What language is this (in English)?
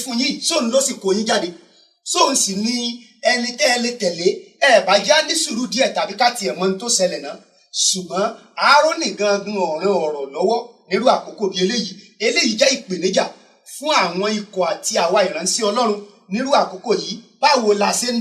Yoruba